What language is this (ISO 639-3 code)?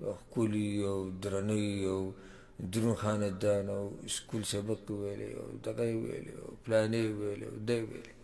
pus